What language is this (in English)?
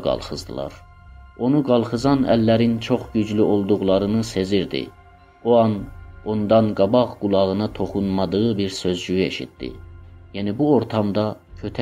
South Azerbaijani